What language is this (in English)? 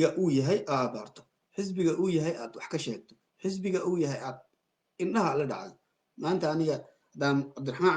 Somali